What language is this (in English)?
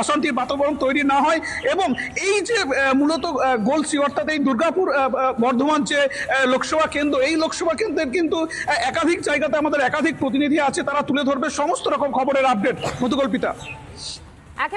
Bangla